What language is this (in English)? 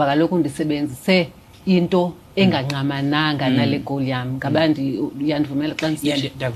Xhosa